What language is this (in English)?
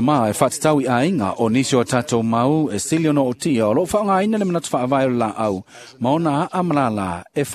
Samoan